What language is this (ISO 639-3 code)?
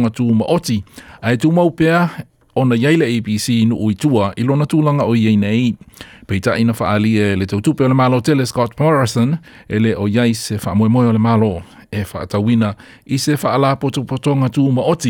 smo